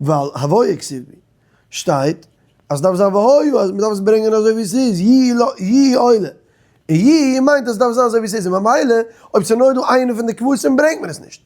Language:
Yiddish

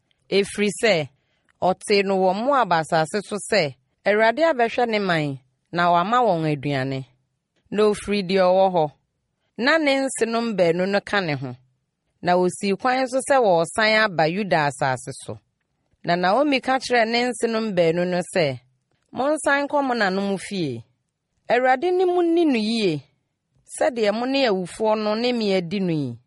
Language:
Akan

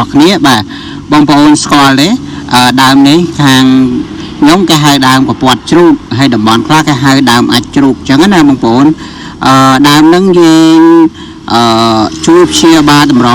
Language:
Khmer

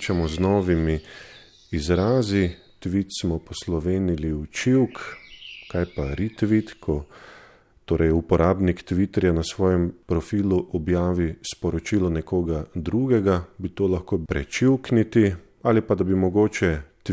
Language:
Slovenian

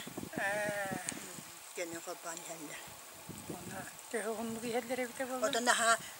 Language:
Yakut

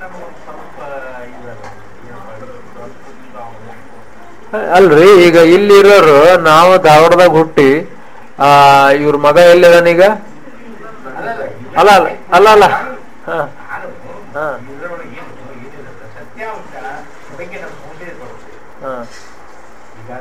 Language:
Kannada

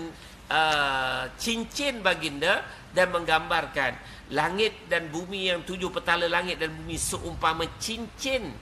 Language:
Malay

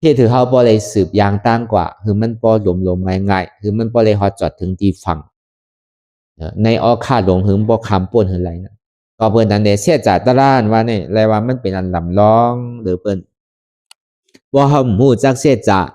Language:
Shan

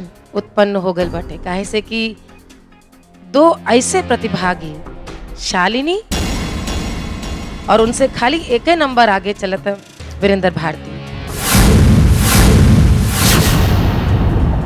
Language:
Bhojpuri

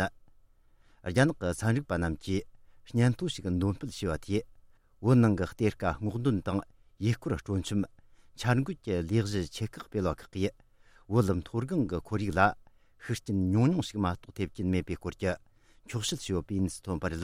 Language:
Tibetan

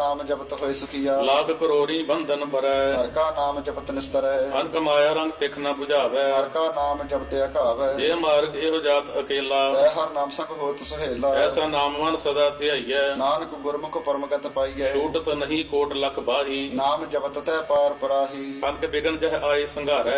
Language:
Punjabi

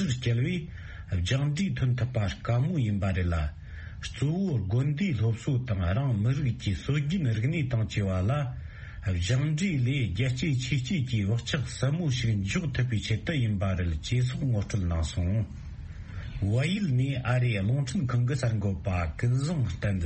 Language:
Tibetan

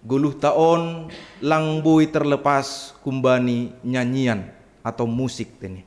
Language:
Batak Simalungun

